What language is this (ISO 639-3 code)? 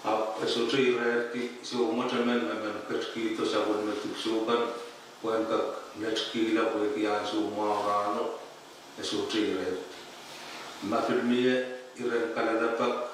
pon